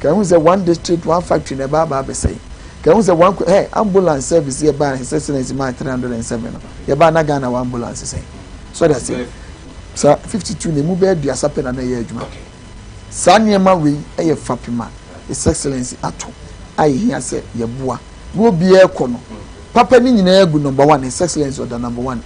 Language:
Akan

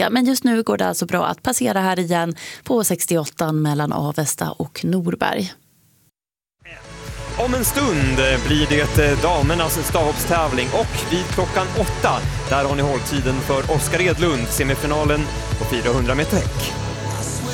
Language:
Swedish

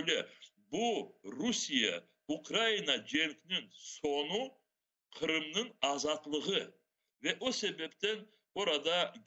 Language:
Crimean Tatar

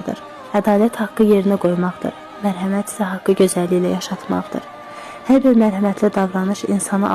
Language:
Azerbaijani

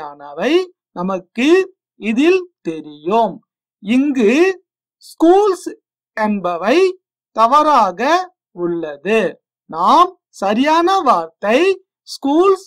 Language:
Tamil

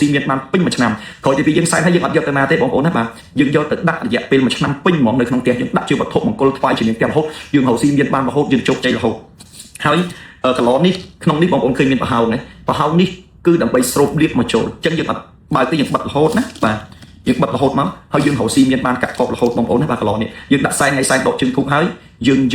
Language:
Khmer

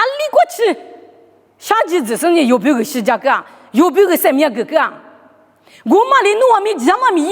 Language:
Lisu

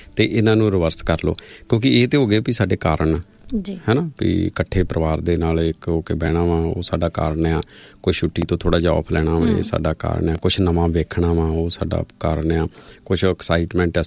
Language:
Punjabi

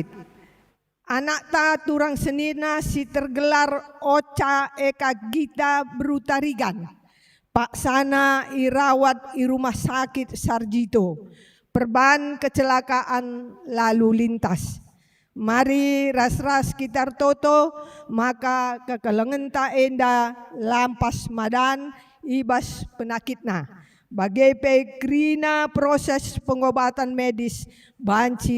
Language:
Batak Karo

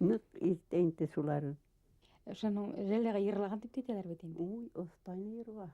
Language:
Bashkir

